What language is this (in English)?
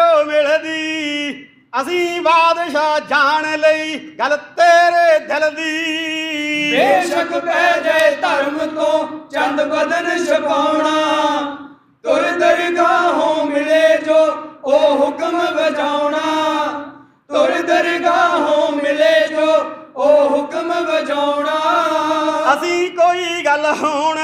Punjabi